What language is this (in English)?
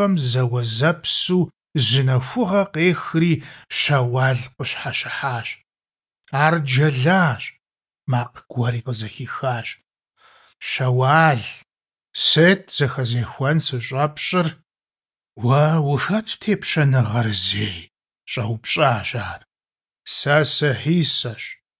Kabardian